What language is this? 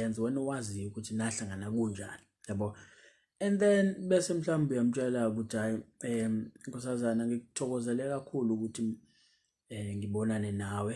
Zulu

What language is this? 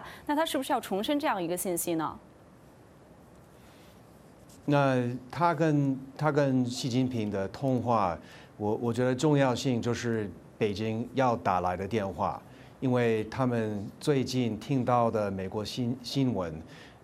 Chinese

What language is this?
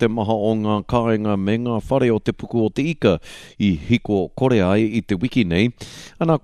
Māori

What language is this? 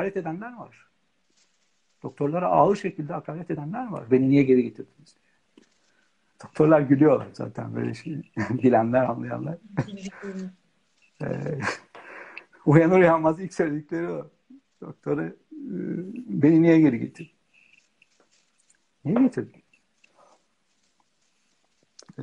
Turkish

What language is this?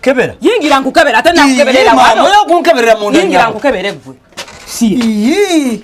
Ganda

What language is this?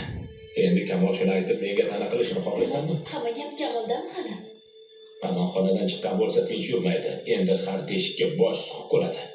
Uzbek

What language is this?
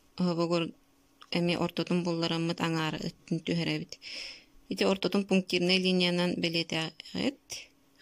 Yakut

